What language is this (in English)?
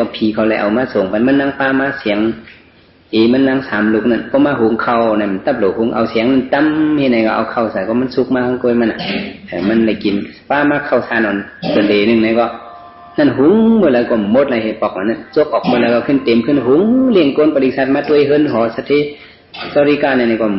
Shan